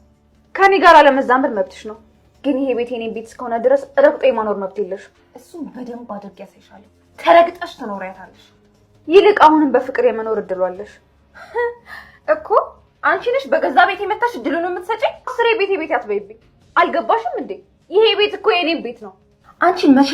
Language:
Amharic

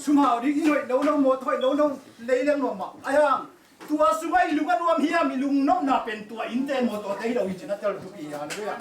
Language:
Tedim Chin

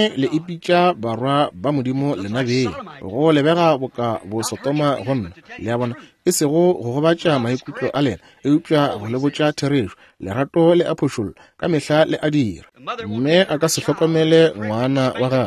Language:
Northern Sotho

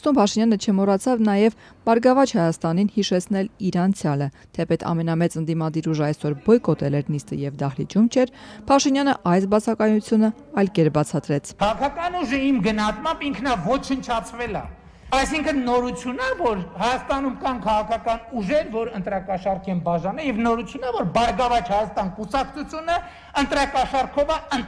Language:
Armenian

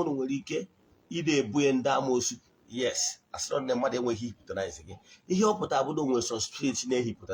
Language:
Igbo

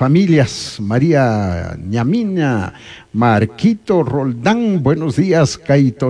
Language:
Chimborazo Highland Quichua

